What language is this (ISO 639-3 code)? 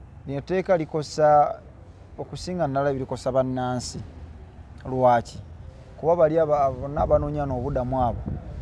lug